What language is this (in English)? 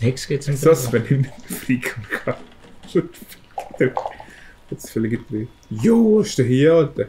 Swiss German